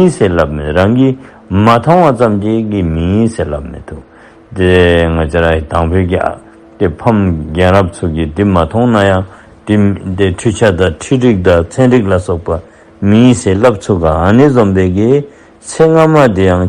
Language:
Dzongkha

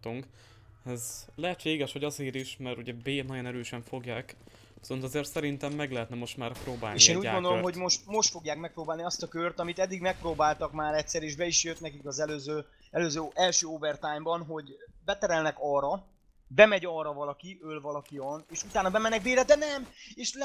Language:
Hungarian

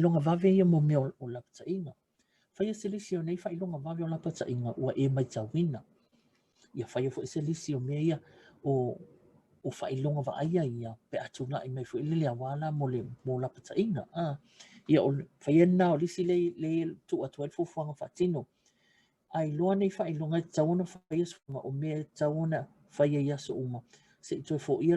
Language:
Samoan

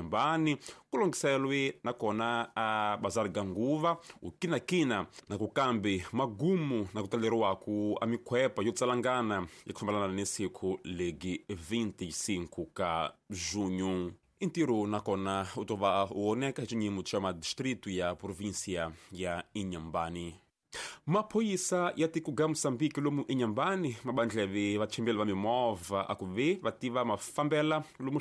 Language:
Tsonga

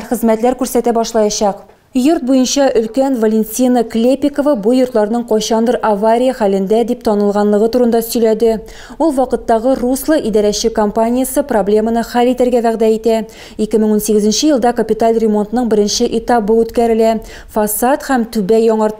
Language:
Tatar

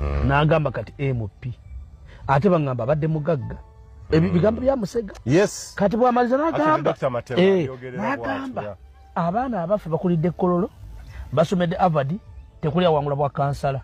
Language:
Ganda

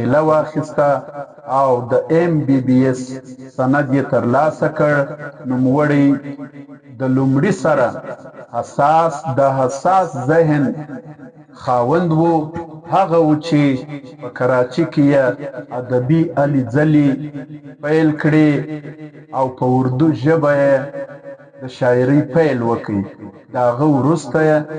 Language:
Pashto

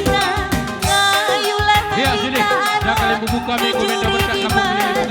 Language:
Batak Karo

